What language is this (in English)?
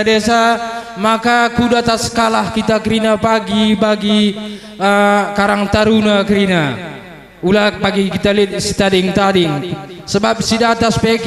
Batak Karo